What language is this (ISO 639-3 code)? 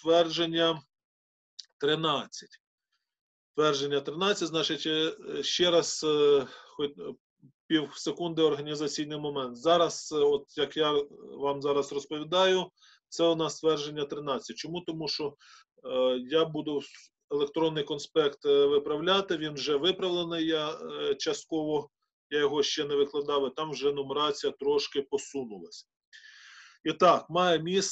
ukr